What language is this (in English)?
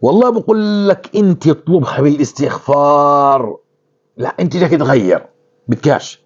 North Levantine Arabic